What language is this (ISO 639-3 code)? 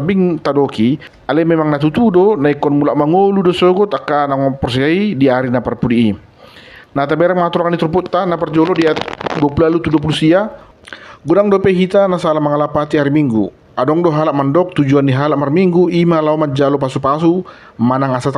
bbc